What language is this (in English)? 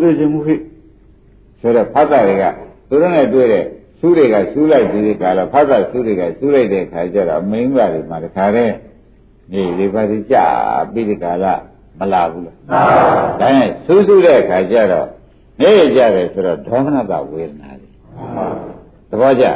Burmese